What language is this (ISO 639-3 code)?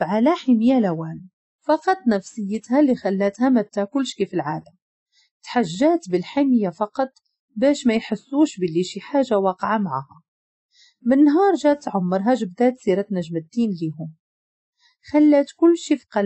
ary